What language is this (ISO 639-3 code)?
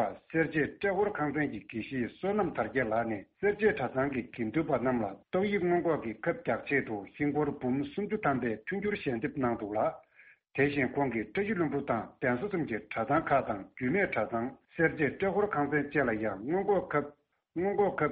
bod